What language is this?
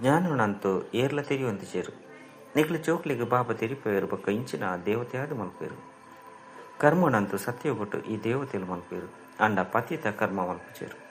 Tulu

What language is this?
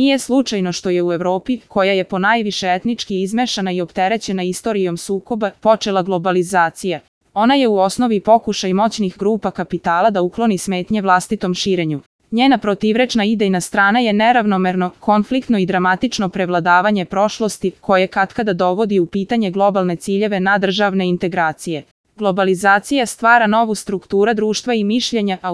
Serbian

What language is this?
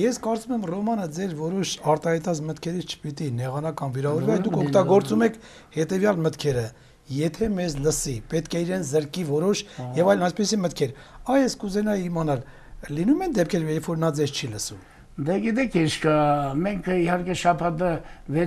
Armenian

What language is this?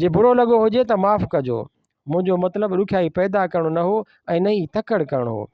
Sindhi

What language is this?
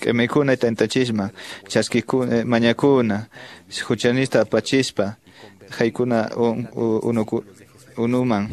Quechua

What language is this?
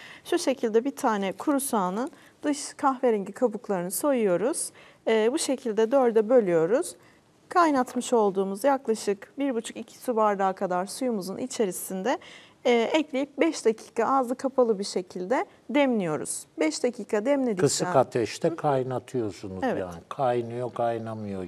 Turkish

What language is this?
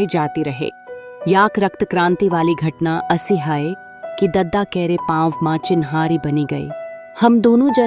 Awadhi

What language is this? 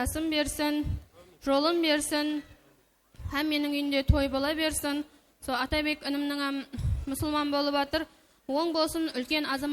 Kara-Kalpak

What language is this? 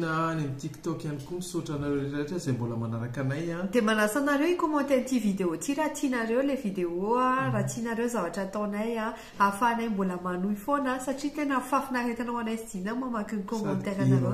Malagasy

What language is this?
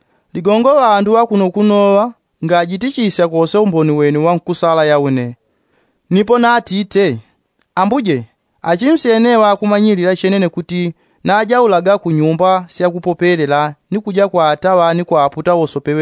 Yao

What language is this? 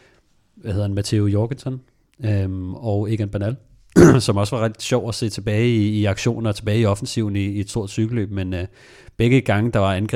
Danish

